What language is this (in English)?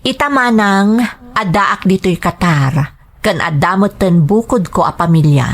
Iloko